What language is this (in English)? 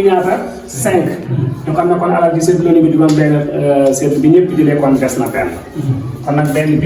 Wolof